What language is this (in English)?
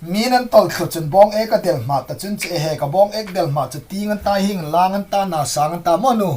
Hmar